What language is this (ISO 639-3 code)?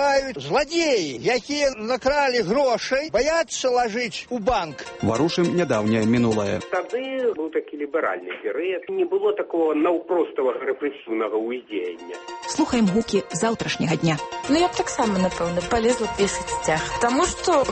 bel